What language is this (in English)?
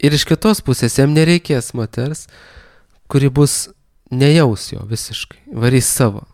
Lithuanian